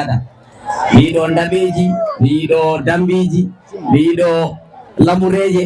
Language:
Fula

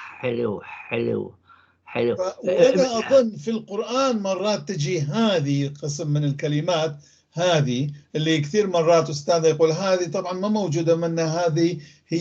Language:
North Levantine Arabic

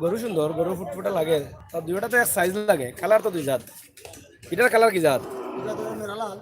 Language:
Sylheti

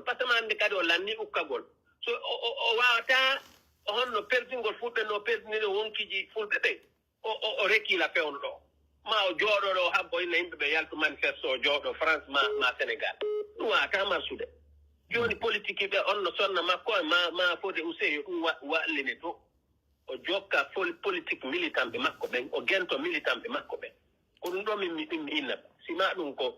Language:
Pular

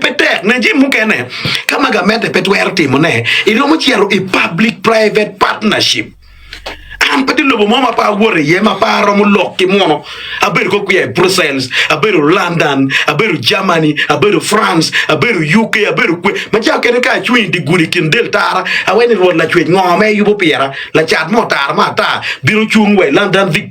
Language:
Acoli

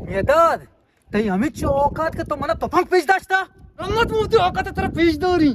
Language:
Eastern Balochi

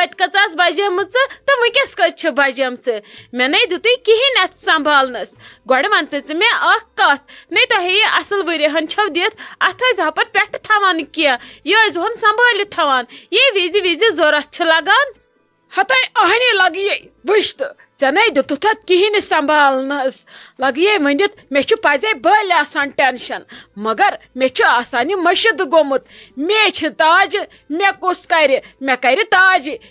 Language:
Kashmiri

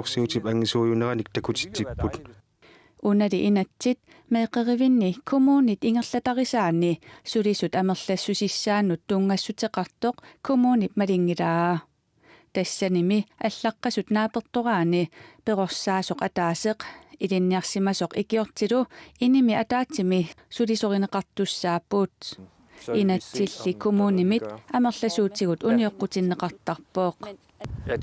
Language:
Kalaallisut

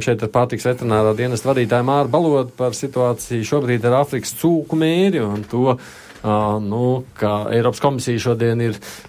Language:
Latvian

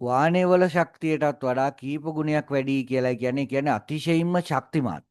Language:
Sinhala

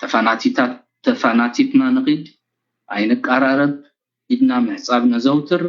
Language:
Tigrinya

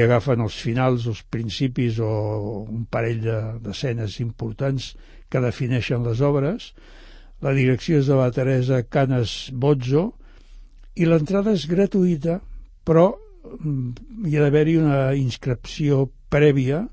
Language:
Catalan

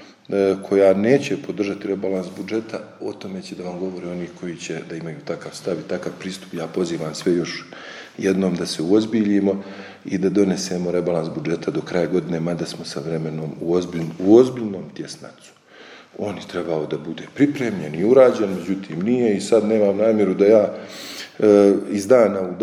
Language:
Serbian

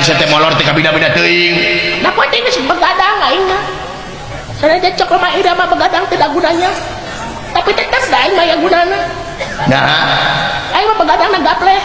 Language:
Sundanese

